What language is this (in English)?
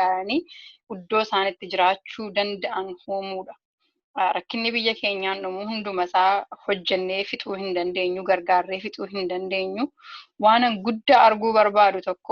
Oromo